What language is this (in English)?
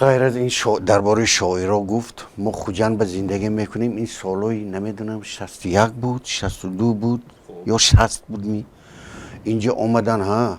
Tajik